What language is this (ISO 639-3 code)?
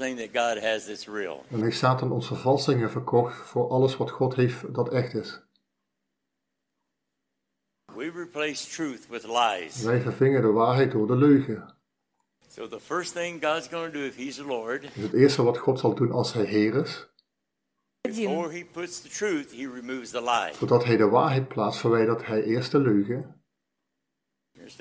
nld